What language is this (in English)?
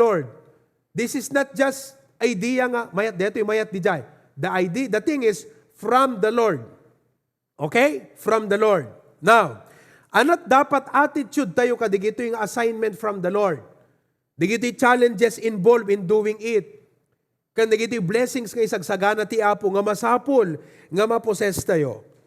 Iloko